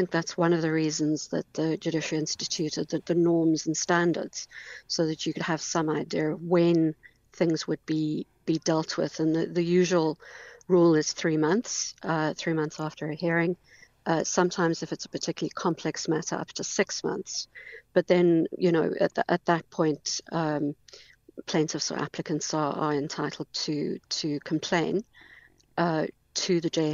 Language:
English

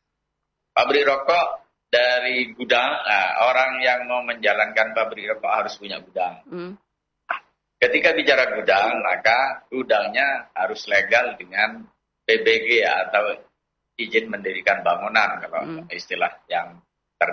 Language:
Indonesian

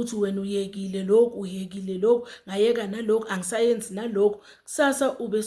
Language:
Zulu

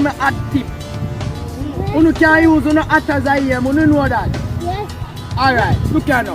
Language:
Jamaican Creole English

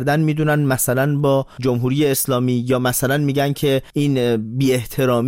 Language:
Persian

